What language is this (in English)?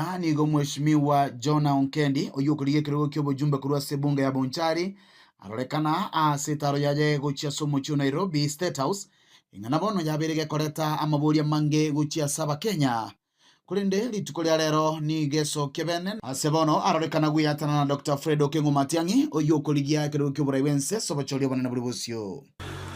Gusii